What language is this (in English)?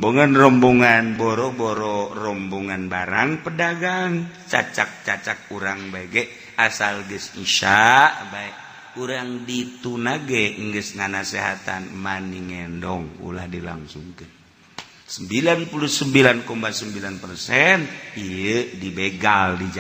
Sundanese